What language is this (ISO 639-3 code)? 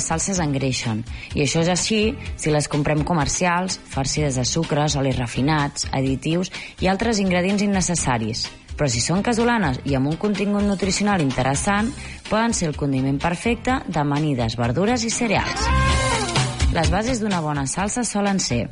cat